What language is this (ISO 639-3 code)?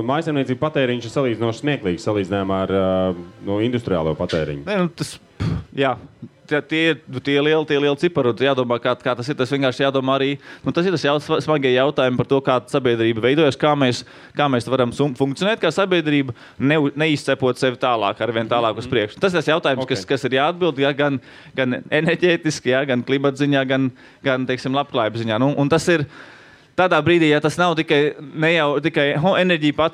lav